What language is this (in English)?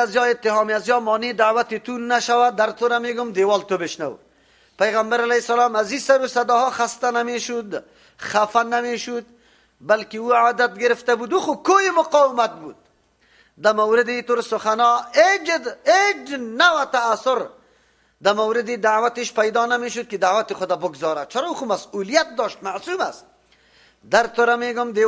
Persian